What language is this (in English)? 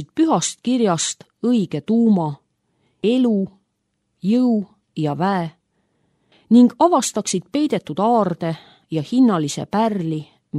Estonian